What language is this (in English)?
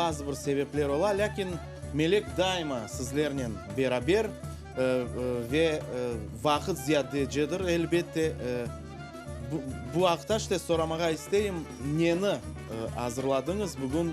Crimean Tatar